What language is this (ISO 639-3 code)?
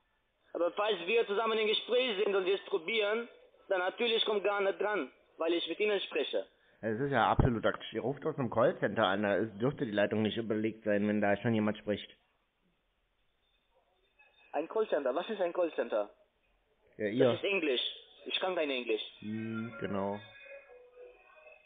deu